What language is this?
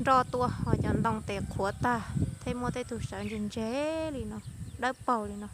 Hmong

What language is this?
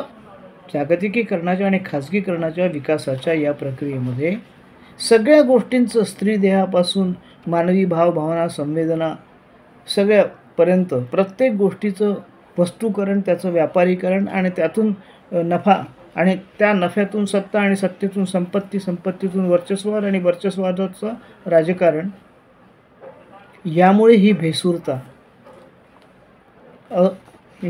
Marathi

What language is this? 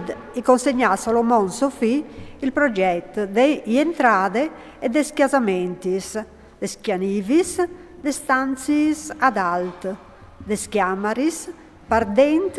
Friulian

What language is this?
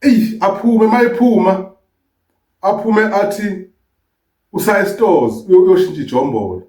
Zulu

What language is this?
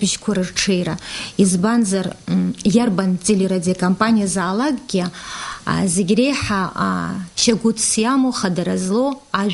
Abkhazian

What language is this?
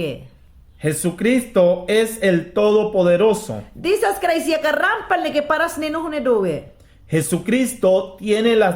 Mayangna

